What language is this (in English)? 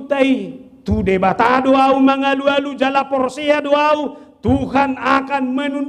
Batak Toba